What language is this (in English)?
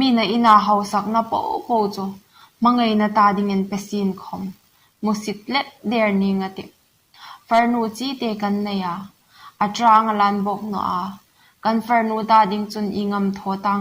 Hmar